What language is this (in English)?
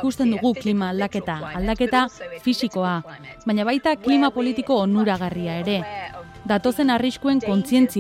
Basque